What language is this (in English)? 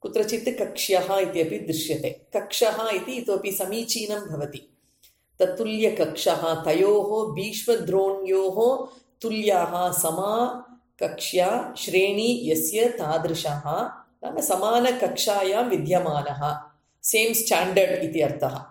Sanskrit